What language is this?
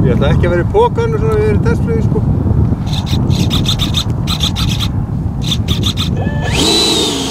Icelandic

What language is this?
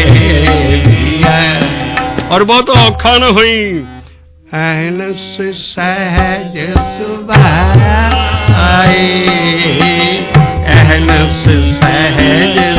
Punjabi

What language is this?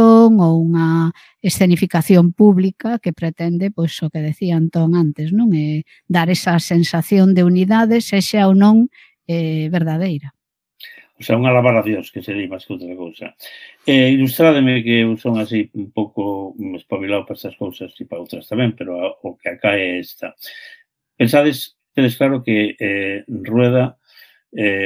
Galician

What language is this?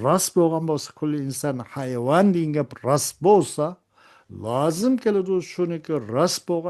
Uyghur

